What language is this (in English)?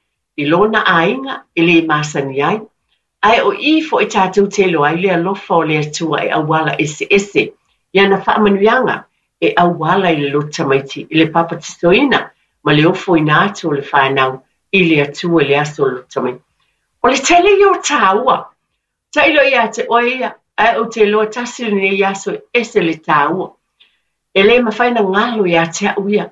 Samoan